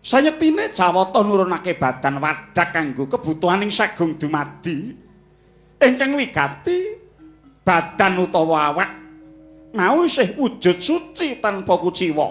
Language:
Javanese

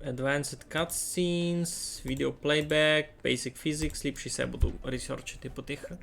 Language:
Rusyn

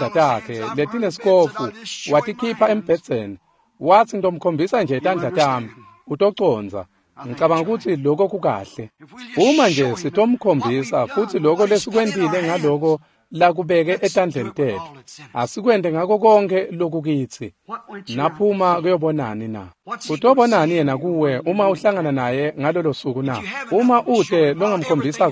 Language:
Swati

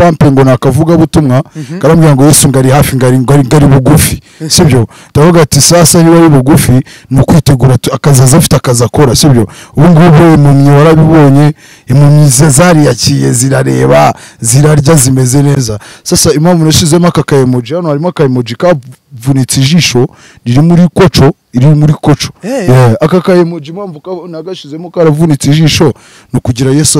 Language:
Kinyarwanda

